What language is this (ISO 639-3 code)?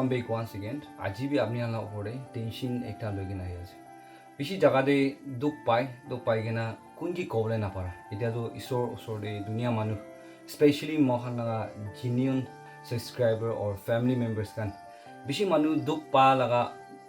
nag